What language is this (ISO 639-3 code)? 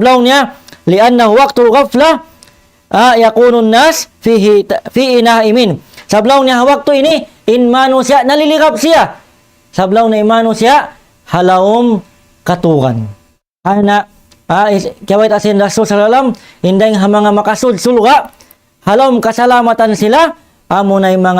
tsg